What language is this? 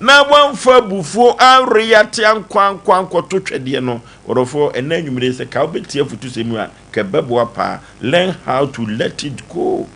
Akan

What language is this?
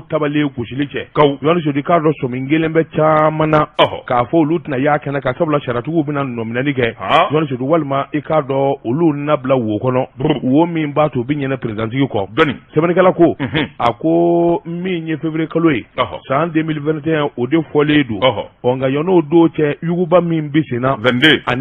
Bambara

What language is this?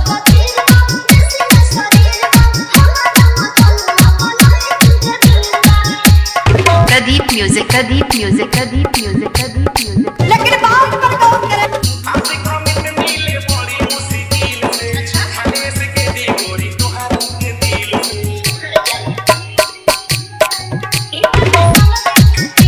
Bhojpuri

